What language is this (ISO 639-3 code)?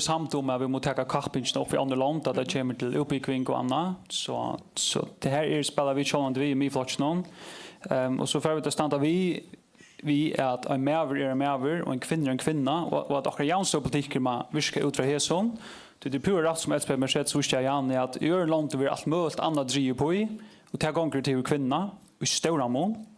fao